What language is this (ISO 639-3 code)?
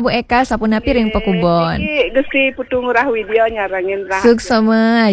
ban